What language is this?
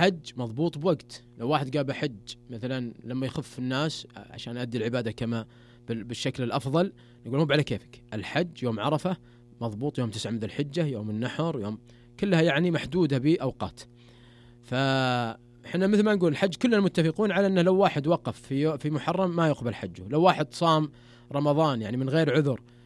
Najdi Arabic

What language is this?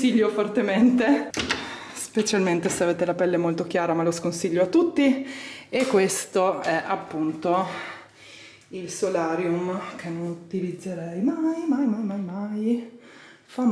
Italian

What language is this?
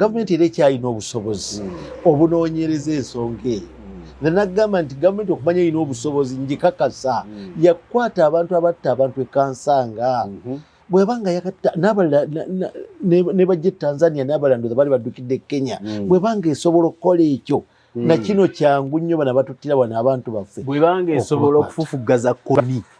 Ganda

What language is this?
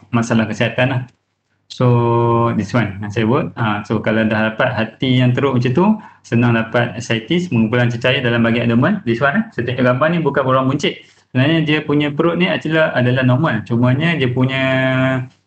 Malay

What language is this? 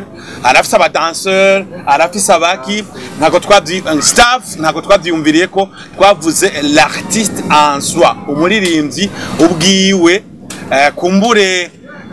Rundi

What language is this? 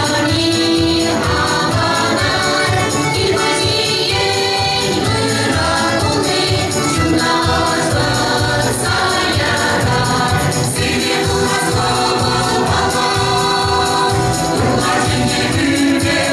Chuvash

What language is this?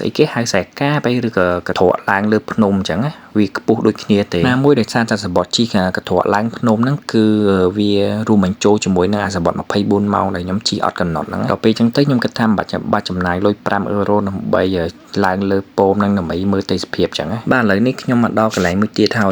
Khmer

